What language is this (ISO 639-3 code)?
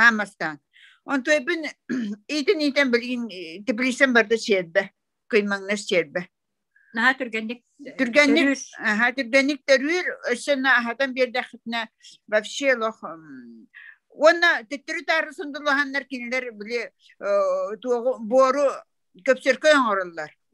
sah